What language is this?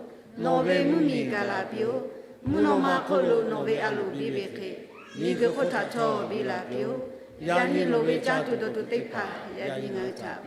Lahu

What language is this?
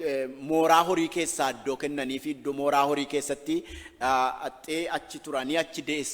Oromo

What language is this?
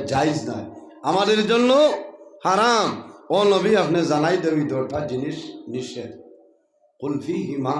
Sylheti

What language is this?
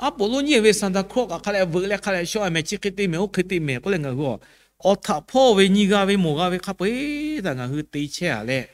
Lahu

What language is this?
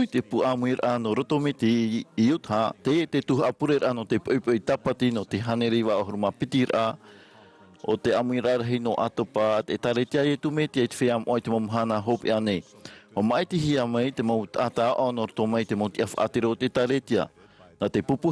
Tahitian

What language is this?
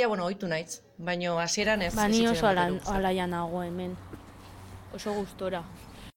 Basque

